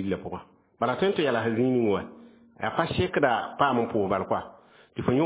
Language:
Mossi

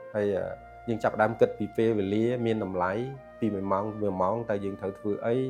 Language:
Khmer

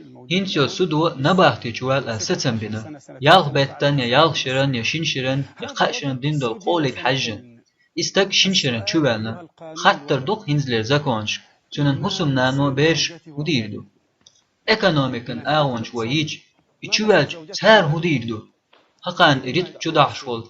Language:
Chechen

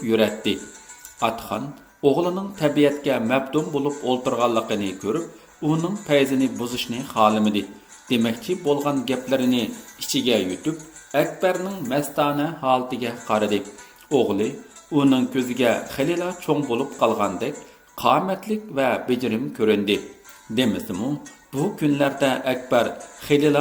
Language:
Uyghur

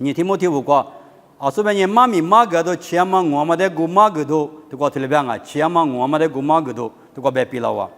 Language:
Lisu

